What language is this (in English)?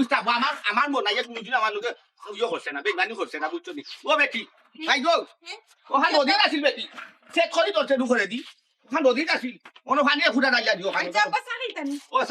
Sylheti